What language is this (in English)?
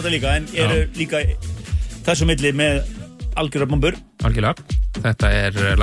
Icelandic